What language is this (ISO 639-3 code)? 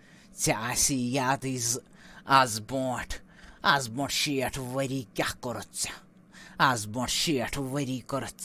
kas